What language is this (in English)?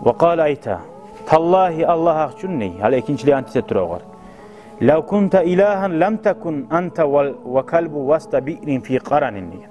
Kumyk